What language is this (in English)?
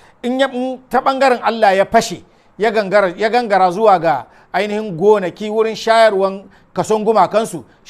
Hausa